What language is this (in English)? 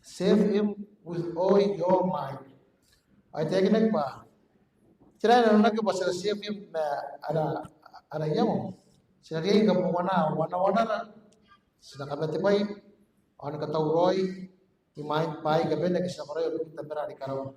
Gilbertese